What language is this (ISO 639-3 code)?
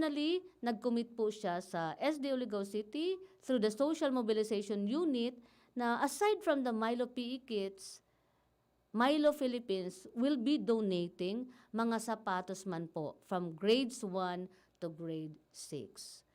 bik